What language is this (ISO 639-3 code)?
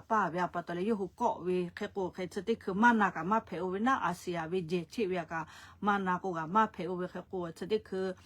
lhu